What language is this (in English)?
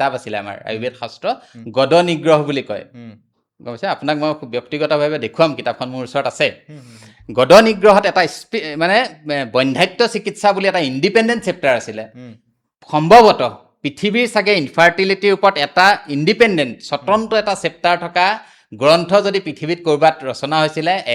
Assamese